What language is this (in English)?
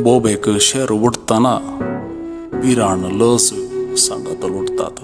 Konkani